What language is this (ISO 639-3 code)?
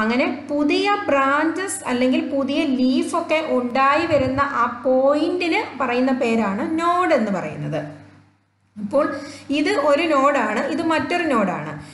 mal